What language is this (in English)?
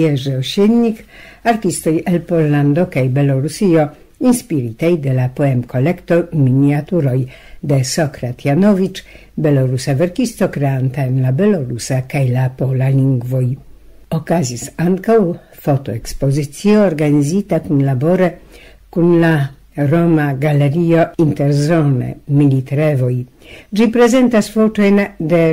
Esperanto